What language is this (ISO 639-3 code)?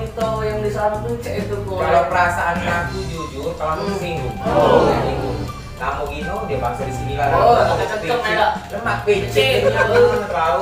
mui